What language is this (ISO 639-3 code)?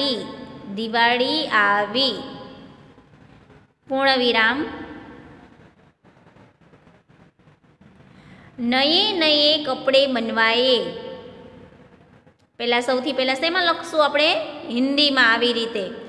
guj